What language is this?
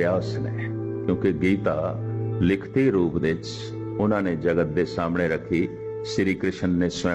Punjabi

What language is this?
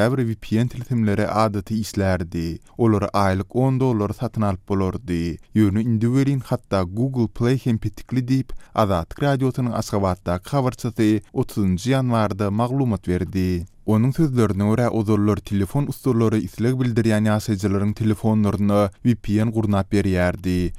Turkmen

